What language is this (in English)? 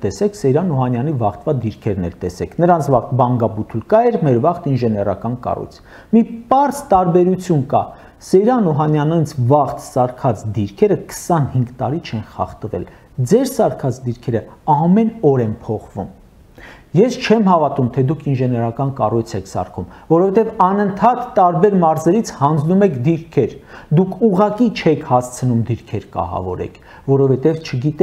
Armenian